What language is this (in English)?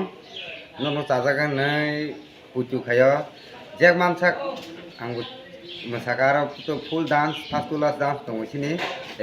Kok Borok